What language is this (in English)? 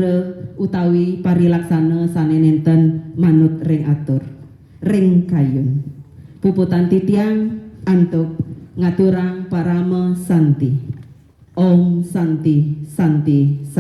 Balinese